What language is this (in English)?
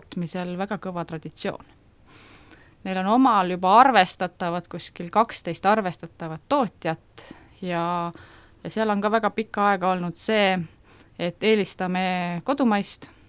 Estonian